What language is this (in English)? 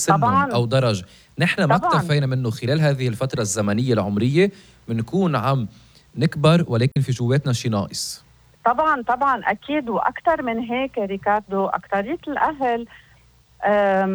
North Levantine Arabic